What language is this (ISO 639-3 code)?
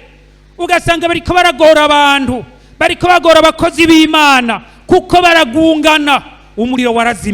run